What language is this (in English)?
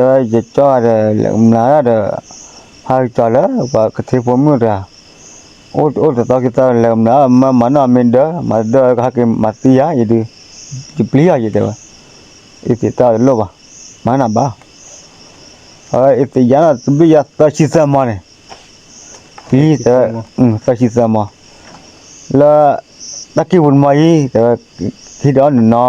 S'gaw Karen